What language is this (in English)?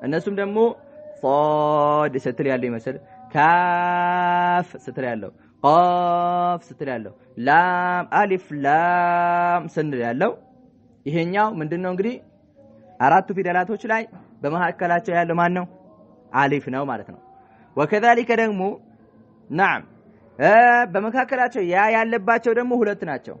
Amharic